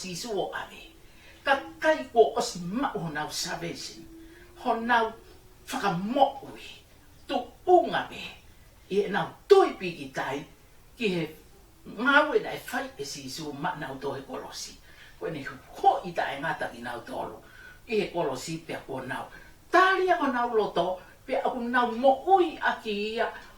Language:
Tongan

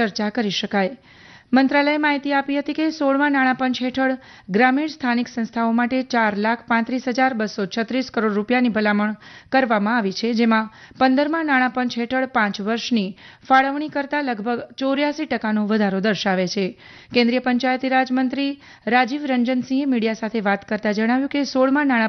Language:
Gujarati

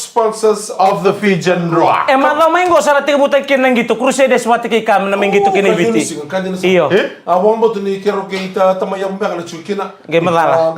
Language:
Fijian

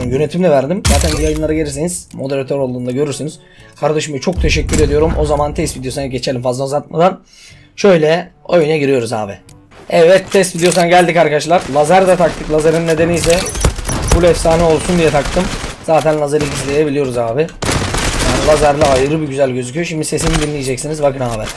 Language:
Turkish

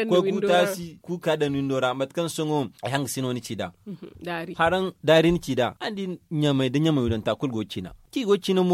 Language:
Zarma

